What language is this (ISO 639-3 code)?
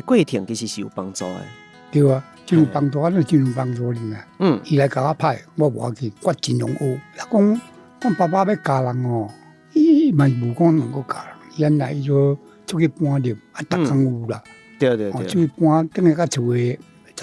nan